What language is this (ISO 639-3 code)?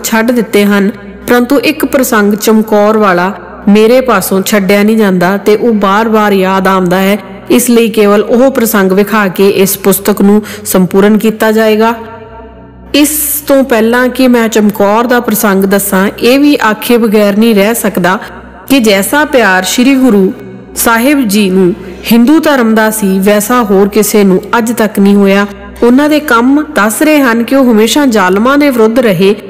pan